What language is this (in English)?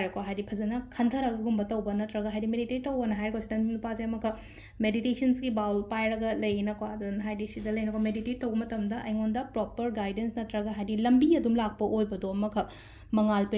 Manipuri